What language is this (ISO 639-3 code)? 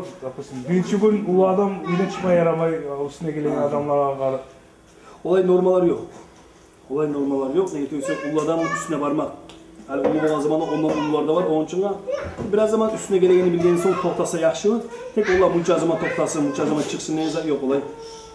kum